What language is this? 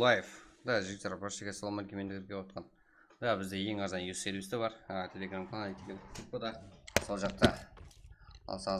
Kara-Kalpak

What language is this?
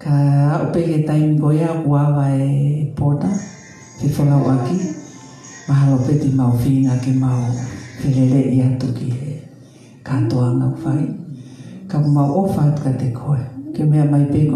Tongan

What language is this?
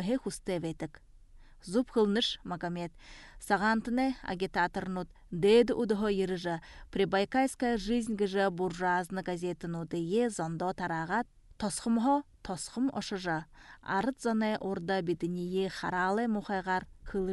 Buriat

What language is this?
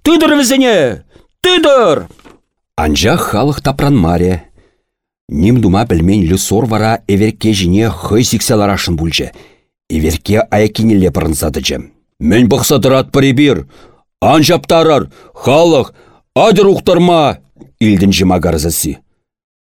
Chuvash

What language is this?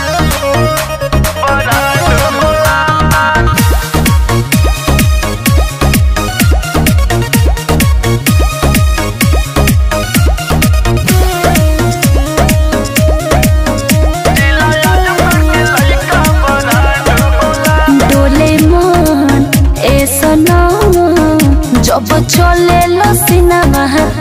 Bhojpuri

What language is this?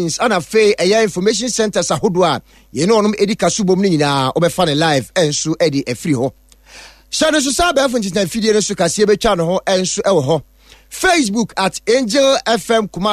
Akan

